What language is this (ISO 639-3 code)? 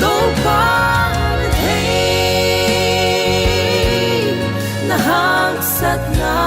pck